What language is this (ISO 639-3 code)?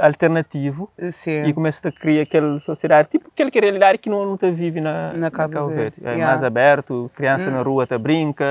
kea